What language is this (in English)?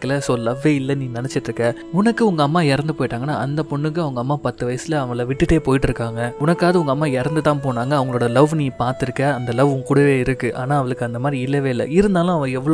Tamil